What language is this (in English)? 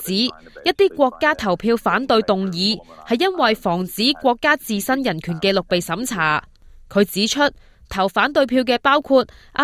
Cantonese